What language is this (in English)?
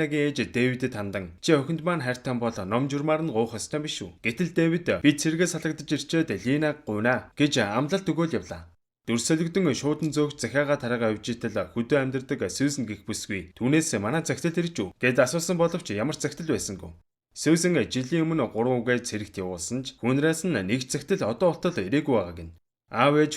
Mongolian